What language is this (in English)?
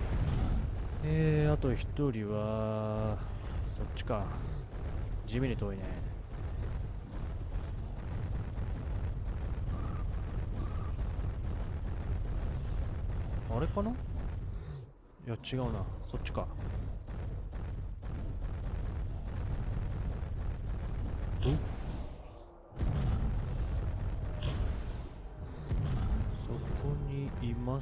Japanese